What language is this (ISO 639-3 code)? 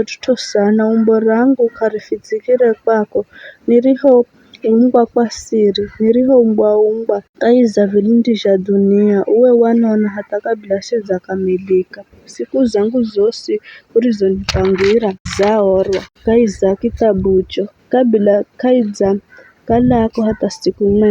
nyf